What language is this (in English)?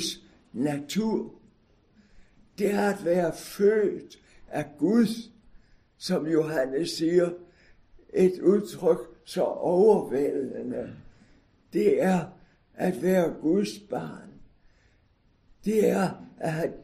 Danish